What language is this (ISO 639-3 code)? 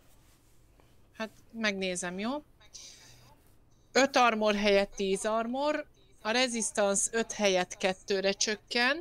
hun